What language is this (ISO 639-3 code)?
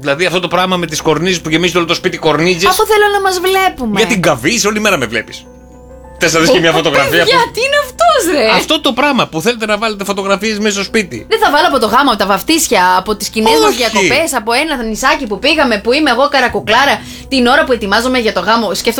ell